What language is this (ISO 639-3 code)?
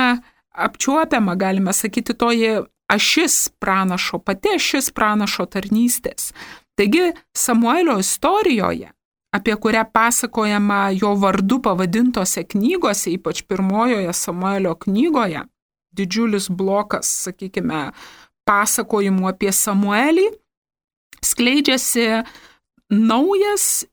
lit